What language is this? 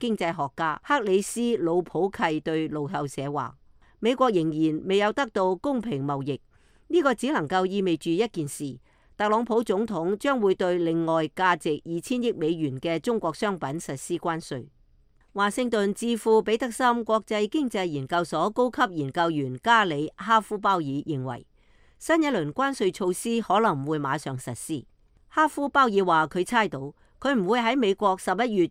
Cantonese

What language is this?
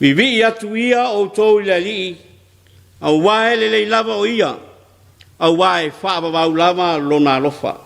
Samoan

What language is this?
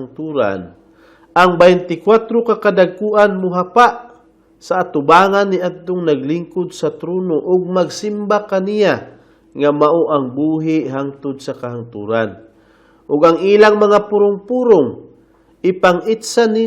Cebuano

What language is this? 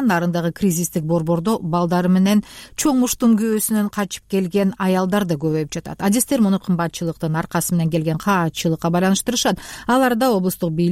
Kyrgyz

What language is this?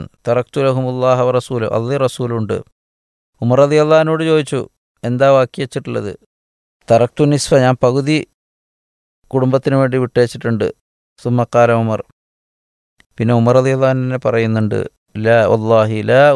Malayalam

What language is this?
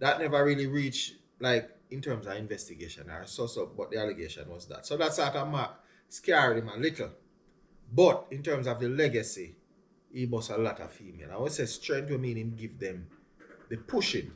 Jamaican Creole English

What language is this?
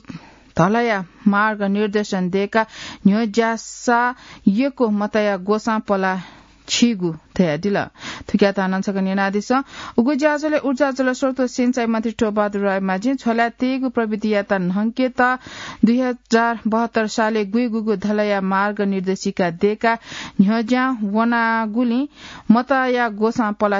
Newari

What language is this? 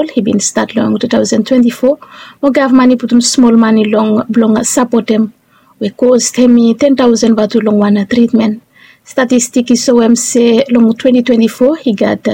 Bislama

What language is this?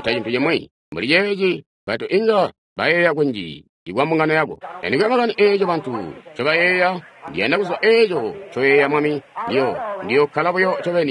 Tonga (Zambia)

